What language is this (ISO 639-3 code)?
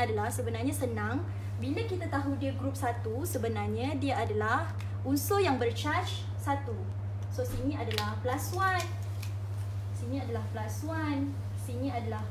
msa